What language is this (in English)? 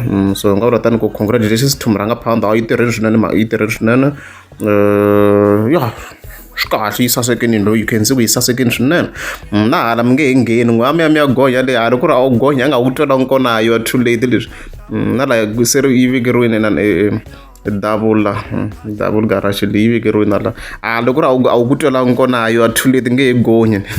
Tsonga